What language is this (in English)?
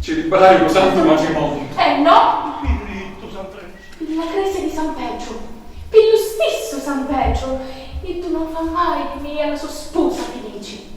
Sicilian